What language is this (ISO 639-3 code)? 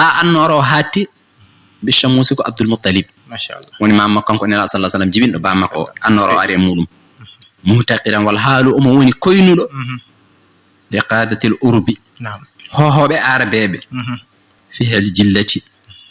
ful